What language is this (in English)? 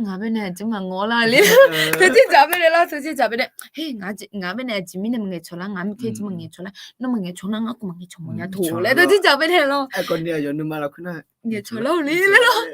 Akha